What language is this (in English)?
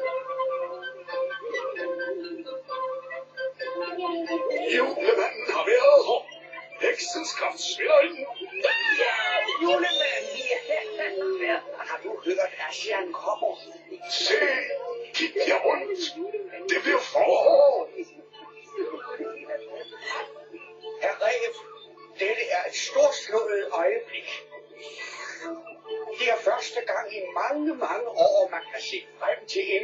Danish